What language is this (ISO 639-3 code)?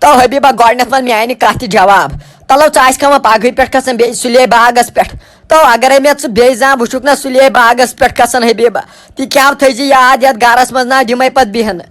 kas